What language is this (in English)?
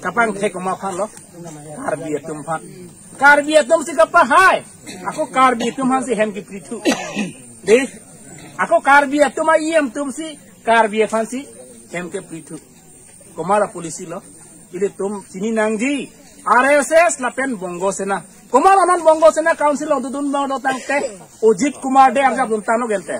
Karbi